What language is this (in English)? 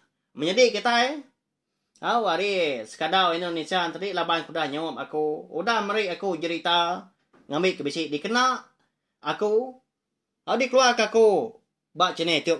Iban